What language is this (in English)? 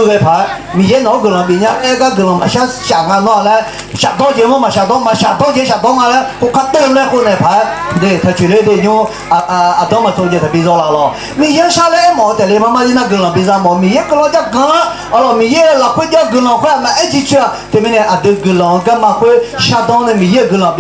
Akha